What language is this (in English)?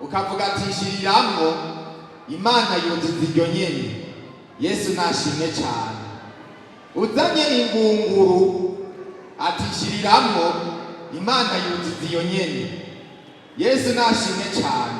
Rundi